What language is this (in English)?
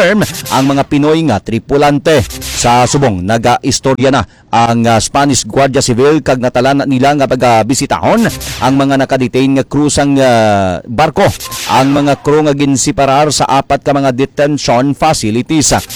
Hiligaynon